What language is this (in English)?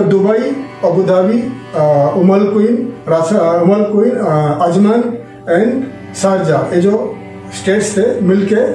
Hindi